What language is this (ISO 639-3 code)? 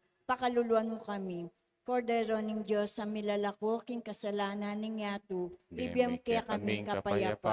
pam